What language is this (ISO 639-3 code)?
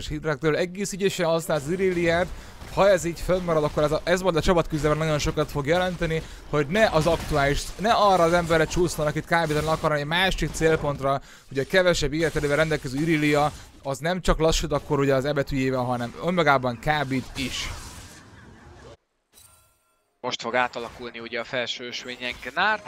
hun